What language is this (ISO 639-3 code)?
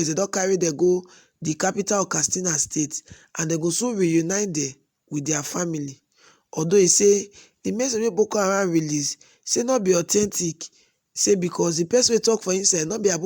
pcm